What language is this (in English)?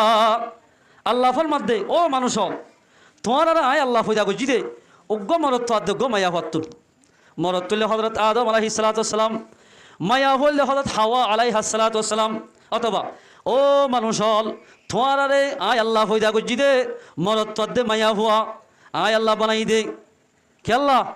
Rohingya